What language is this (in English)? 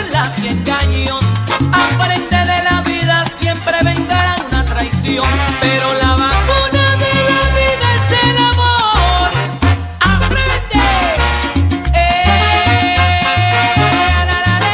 Spanish